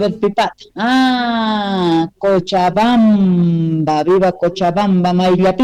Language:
South Bolivian Quechua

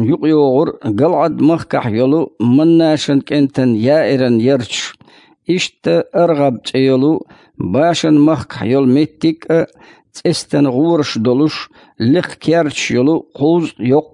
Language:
Chechen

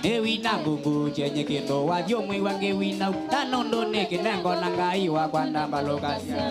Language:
Kamba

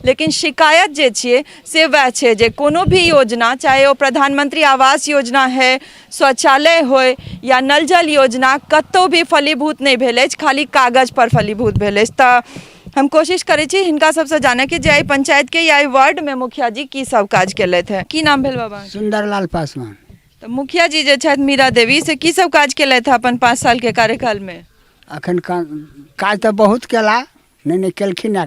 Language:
Maithili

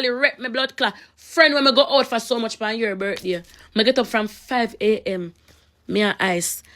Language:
Jamaican Creole English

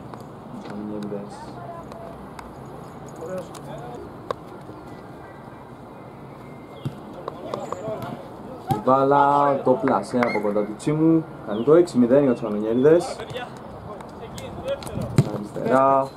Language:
Greek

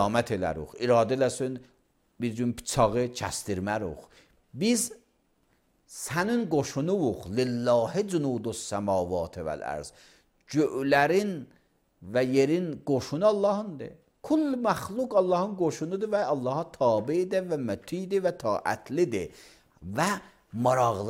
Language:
Azerbaijani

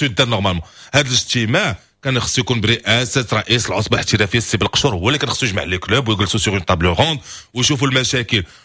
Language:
Moroccan Arabic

